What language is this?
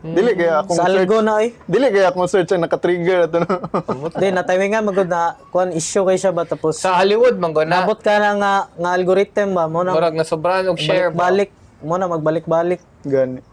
Cebuano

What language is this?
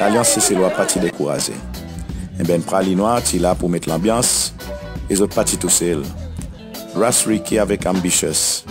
Seselwa Creole French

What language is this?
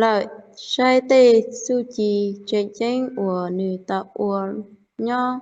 Hmong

